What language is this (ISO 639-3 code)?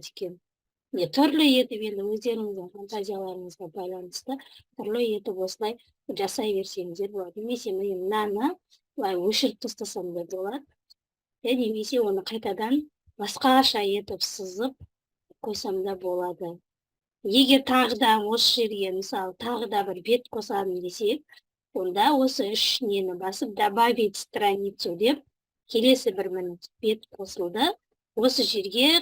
kaz